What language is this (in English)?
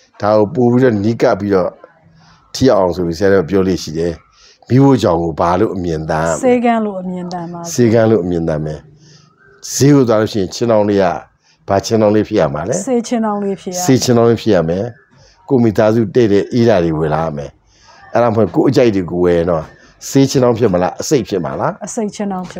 Burmese